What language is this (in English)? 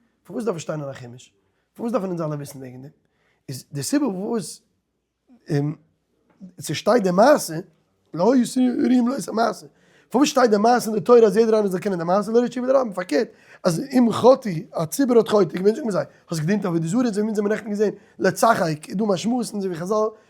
Yiddish